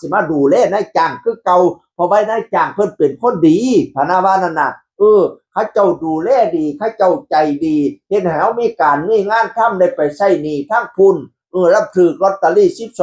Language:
Northeastern Thai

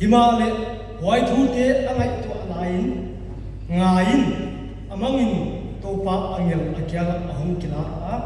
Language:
Paite Chin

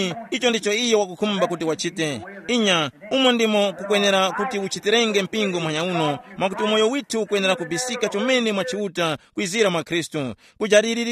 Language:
Tumbuka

